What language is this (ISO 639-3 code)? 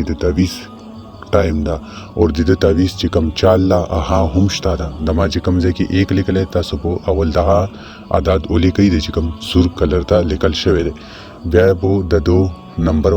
pus